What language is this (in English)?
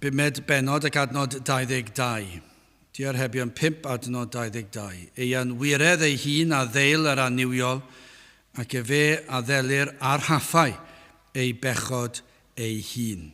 Welsh